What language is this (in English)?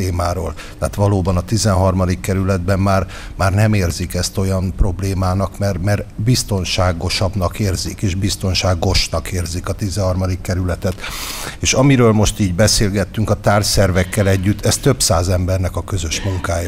Hungarian